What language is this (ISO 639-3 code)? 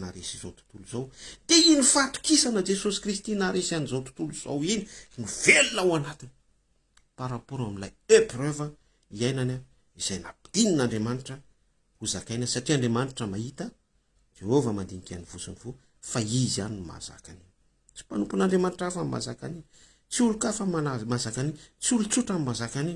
mlg